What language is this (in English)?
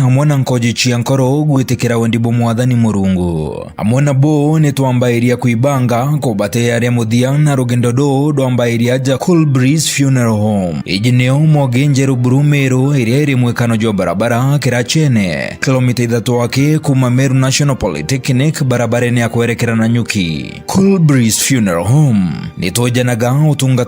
Meru